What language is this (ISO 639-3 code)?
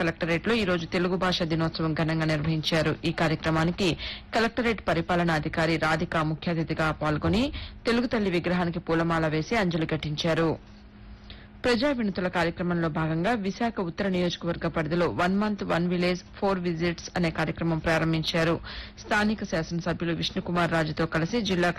tel